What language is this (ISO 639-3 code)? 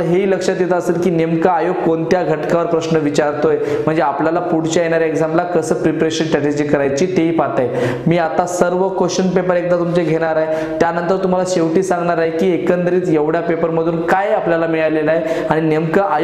mar